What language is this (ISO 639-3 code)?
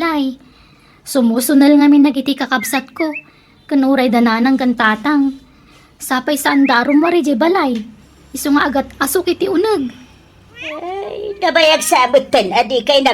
ilo